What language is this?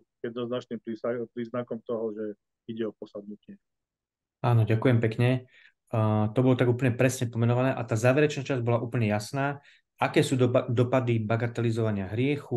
Slovak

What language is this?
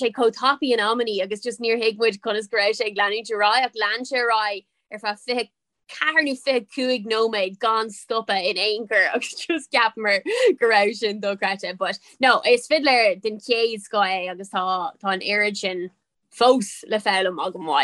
Irish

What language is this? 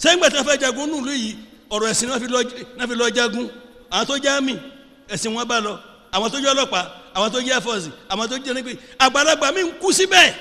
Yoruba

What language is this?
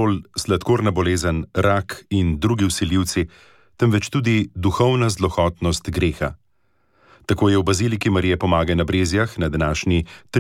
Slovenian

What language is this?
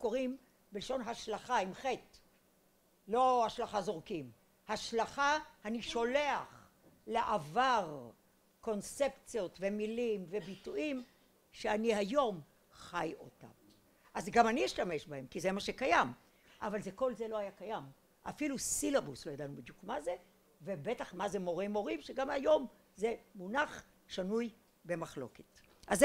Hebrew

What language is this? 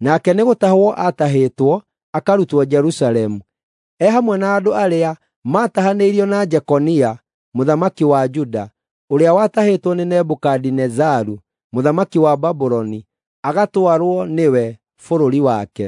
Kikuyu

